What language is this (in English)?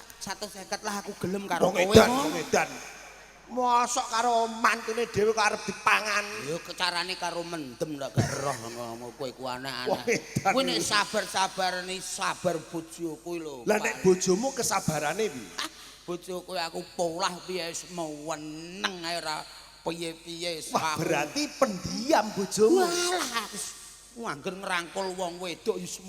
Javanese